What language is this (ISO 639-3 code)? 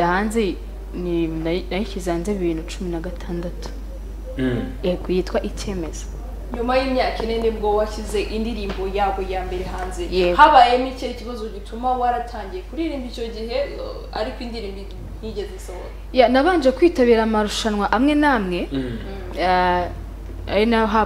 kin